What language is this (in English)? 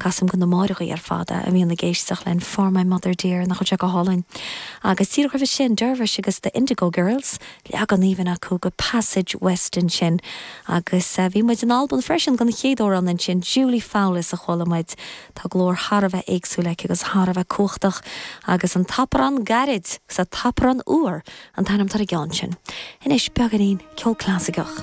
Irish